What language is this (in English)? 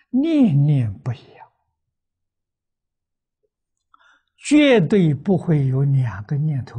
Chinese